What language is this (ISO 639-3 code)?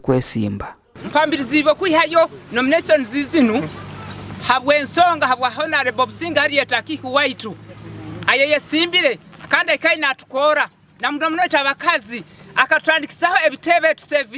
nyn